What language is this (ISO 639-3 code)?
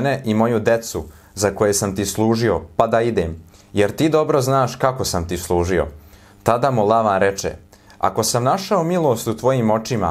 srp